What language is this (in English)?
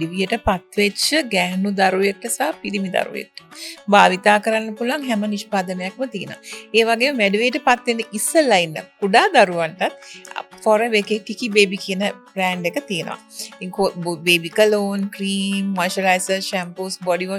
Sinhala